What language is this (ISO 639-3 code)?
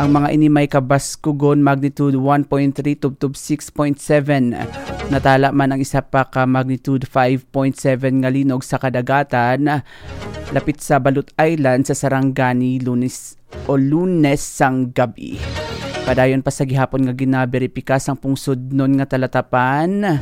hil